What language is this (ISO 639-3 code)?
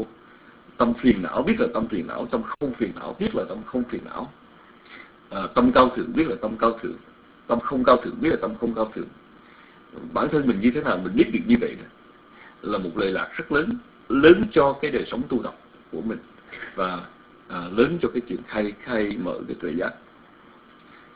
vie